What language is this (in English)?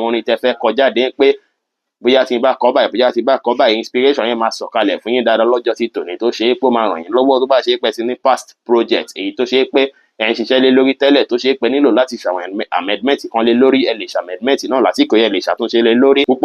Yoruba